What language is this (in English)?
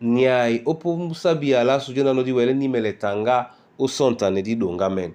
Duala